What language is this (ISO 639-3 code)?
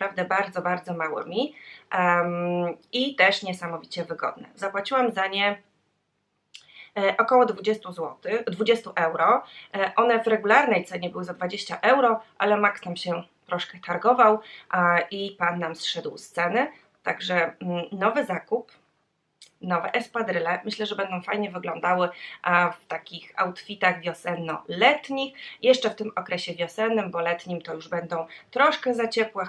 pol